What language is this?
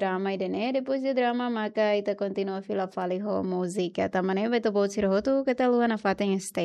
Tetum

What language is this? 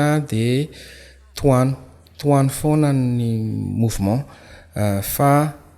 Malagasy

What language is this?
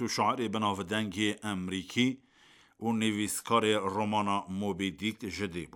Kurdish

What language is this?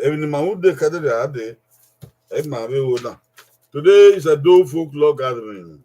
Bini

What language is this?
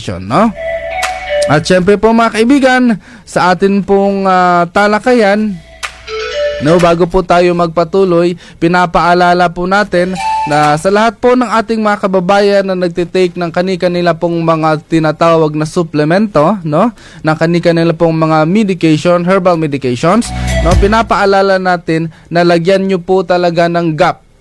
Filipino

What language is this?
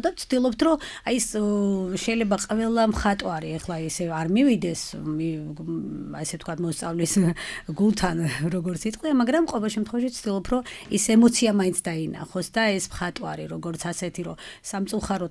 Georgian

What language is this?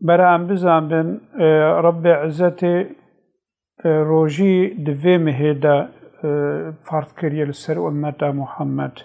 Kurdish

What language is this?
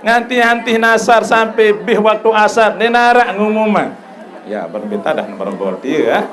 Sasak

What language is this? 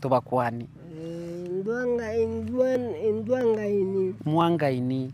Gusii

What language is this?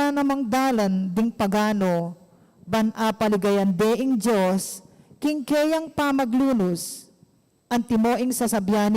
Pampanga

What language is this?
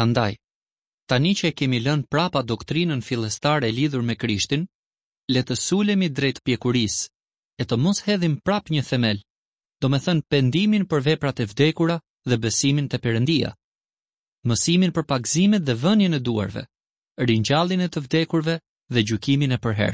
Albanian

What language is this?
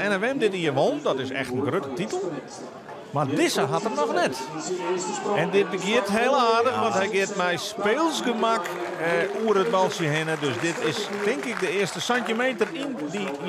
Western Frisian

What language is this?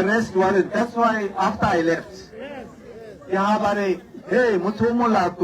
Tswana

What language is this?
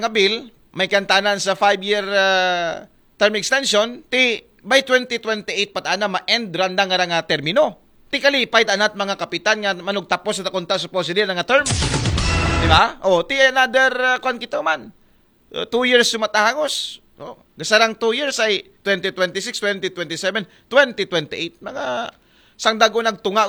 Aklanon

